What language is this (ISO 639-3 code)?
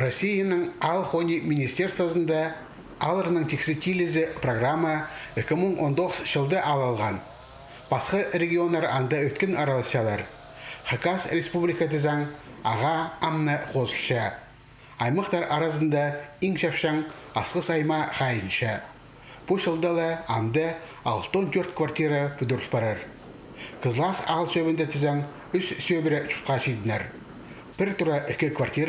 kjh